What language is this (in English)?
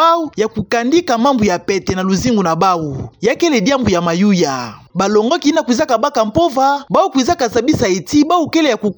Kituba (Democratic Republic of Congo)